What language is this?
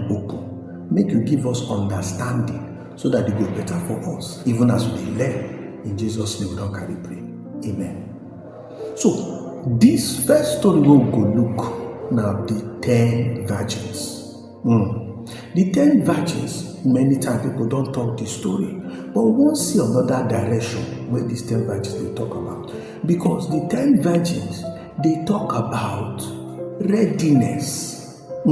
Nigerian Pidgin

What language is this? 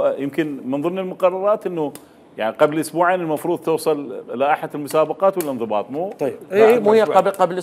Mesopotamian Arabic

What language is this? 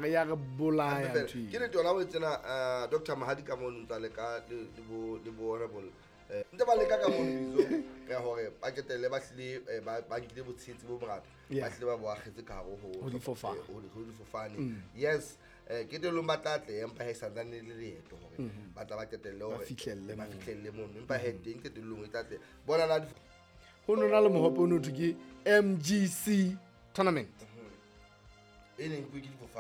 Southern Sotho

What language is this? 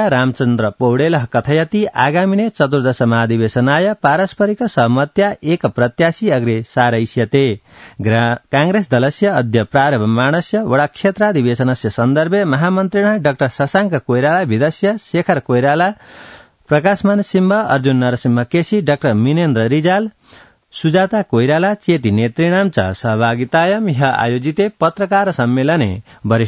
Sanskrit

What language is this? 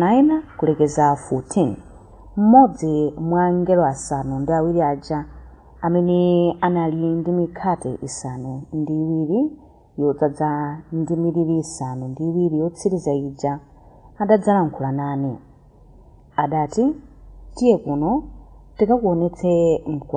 Nyanja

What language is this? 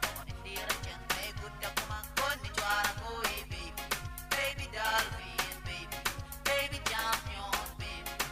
Acoli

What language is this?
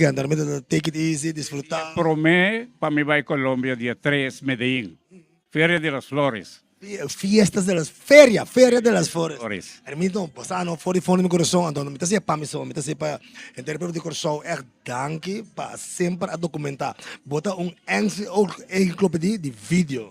Papiamento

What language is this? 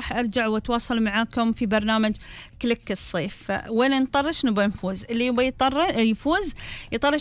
Gulf Arabic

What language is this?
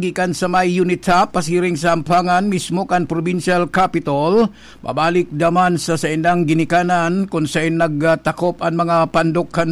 Bikol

